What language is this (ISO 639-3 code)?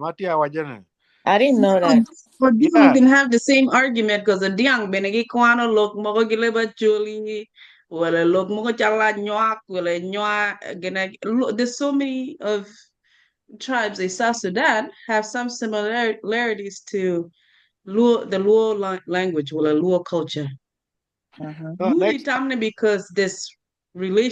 ach